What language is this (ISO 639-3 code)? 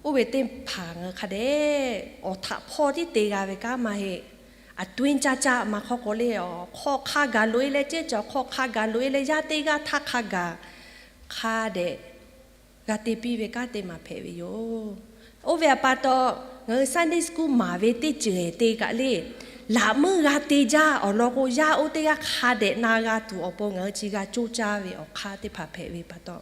lhu